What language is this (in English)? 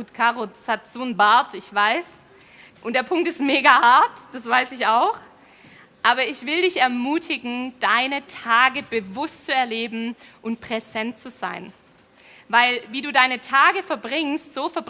Swiss German